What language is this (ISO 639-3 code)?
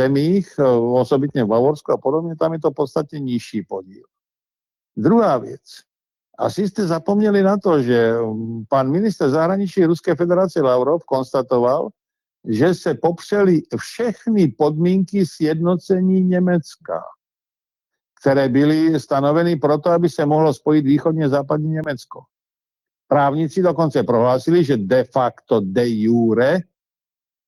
ces